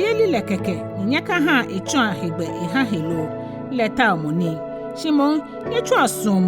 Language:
Ga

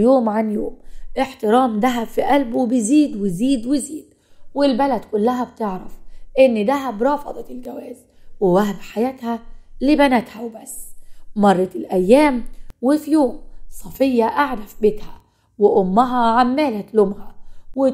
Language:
Egyptian Arabic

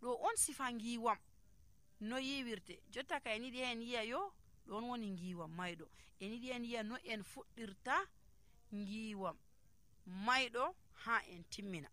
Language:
Nigerian Fulfulde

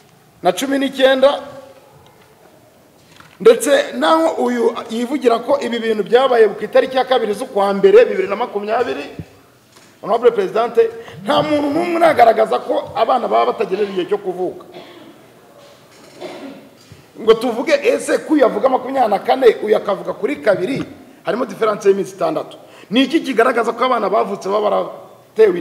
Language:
Kinyarwanda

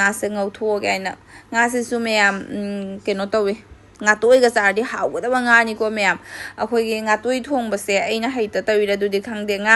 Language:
Manipuri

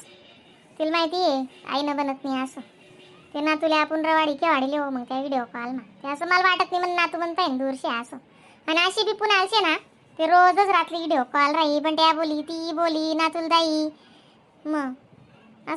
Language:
Khandesi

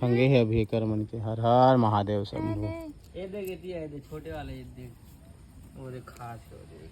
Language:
Chhattisgarhi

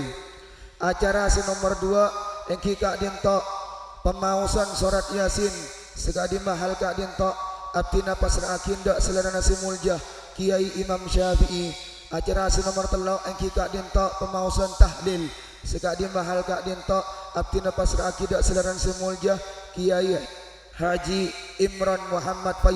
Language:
Madurese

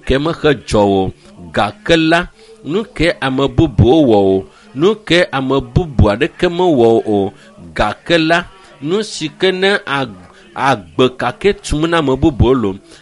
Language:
Ewe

